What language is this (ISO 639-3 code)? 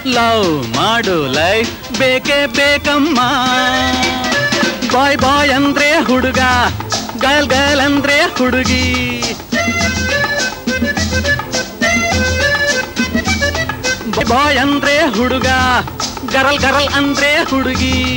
kan